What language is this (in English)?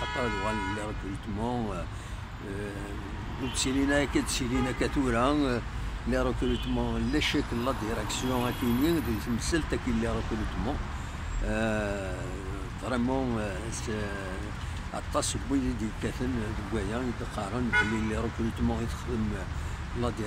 Kabyle